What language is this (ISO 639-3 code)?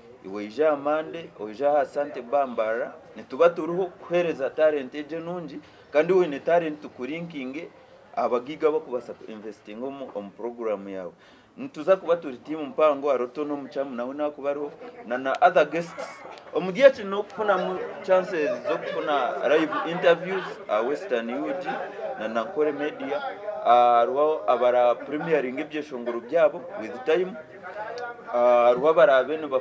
nyn